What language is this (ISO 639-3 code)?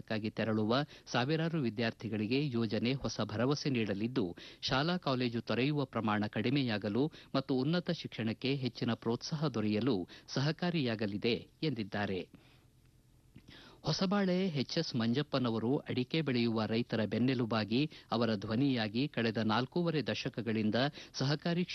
kan